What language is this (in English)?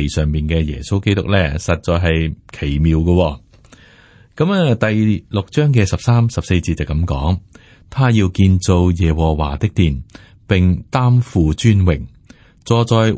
Cantonese